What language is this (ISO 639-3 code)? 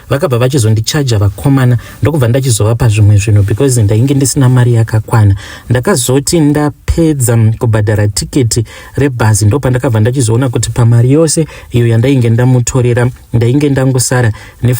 sna